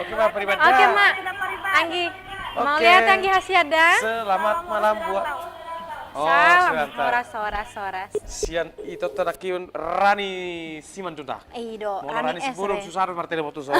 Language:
Batak Toba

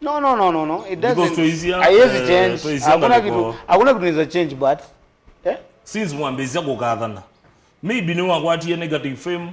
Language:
Kamba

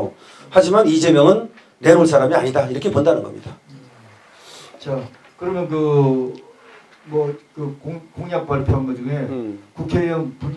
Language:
Korean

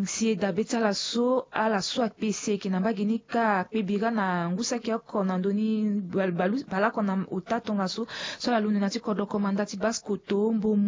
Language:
Sango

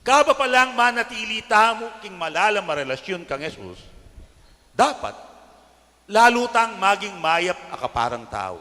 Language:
Pampanga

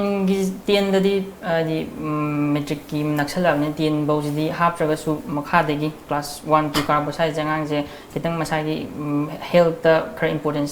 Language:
Manipuri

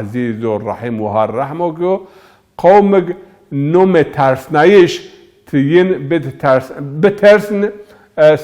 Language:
Zaza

